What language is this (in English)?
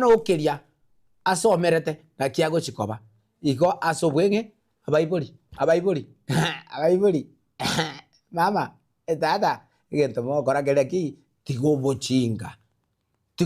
Gusii